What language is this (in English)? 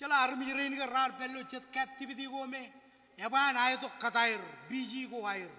Marshallese